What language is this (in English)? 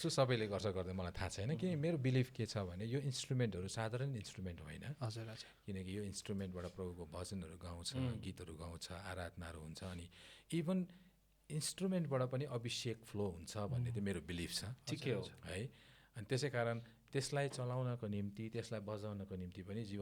Nepali